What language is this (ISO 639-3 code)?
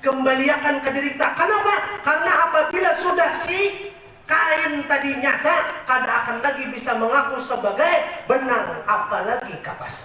bjn